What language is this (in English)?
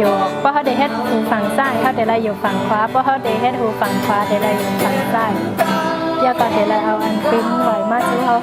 Shan